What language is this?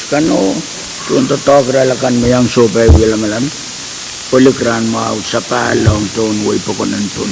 Pohnpeian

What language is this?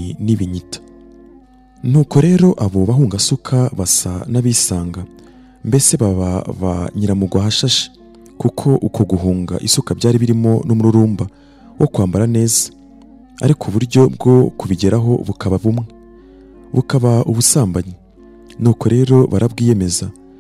Kinyarwanda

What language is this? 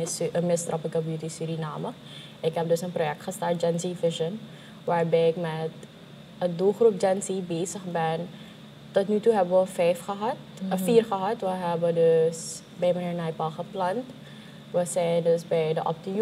Dutch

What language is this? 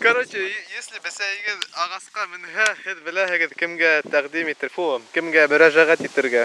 Bashkir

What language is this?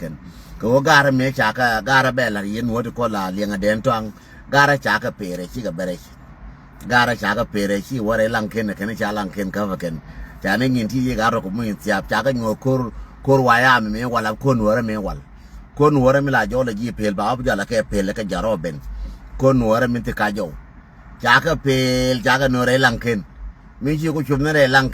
Nuer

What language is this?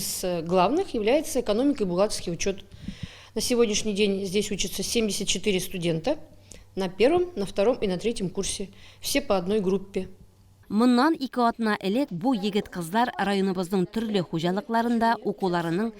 Tatar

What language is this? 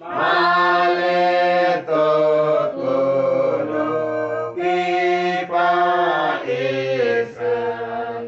Uduk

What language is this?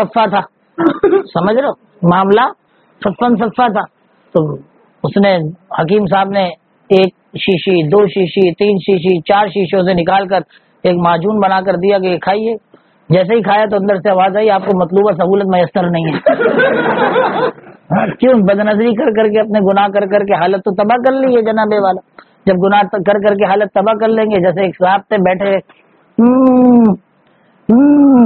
Urdu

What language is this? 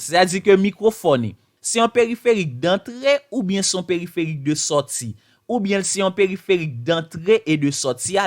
Haitian Creole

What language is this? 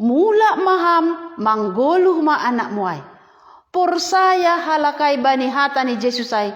Batak Simalungun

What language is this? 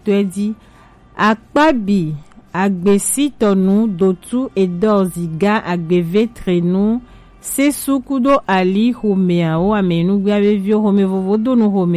Gen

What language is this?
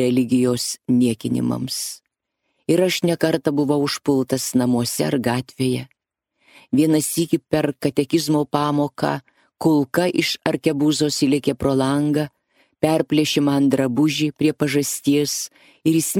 Lithuanian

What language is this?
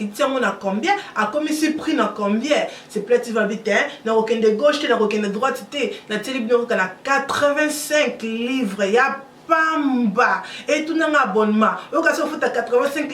Lingala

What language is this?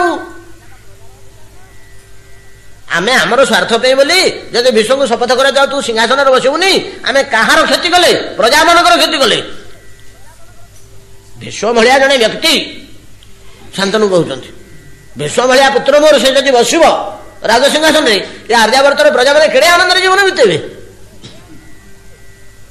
Odia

